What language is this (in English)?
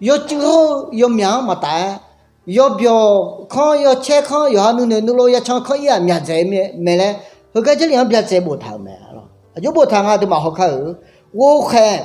Akha